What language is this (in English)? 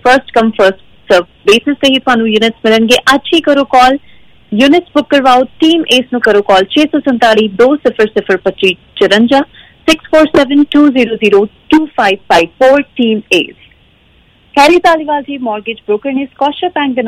Punjabi